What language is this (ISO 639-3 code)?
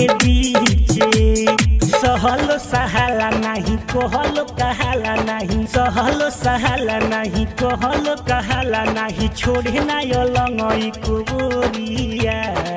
bho